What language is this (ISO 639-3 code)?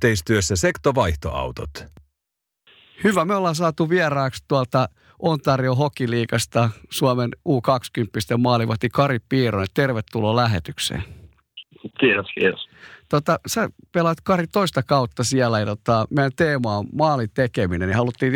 fin